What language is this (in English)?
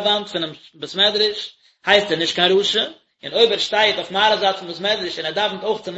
Yiddish